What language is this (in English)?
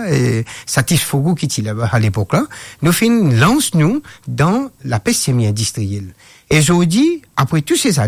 Morisyen